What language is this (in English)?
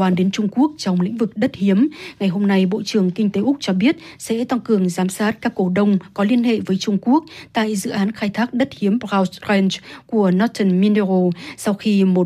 Vietnamese